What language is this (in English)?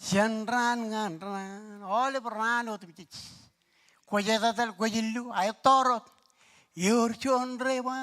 Marshallese